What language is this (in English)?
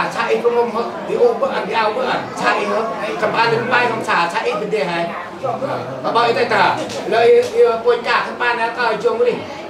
Central Mnong